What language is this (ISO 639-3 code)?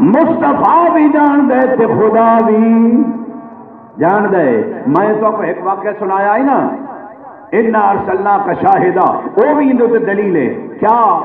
skr